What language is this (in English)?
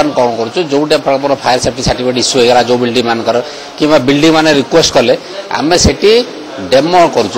Odia